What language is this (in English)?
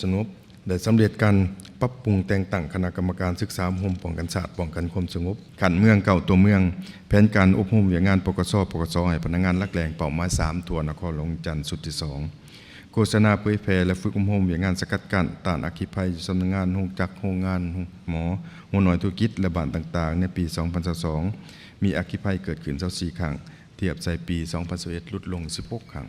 Lao